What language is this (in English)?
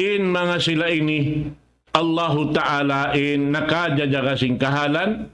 Tausug